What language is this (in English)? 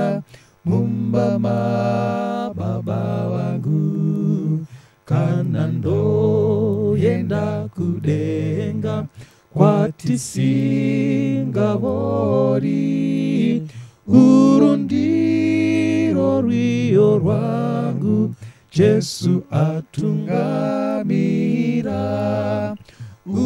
Shona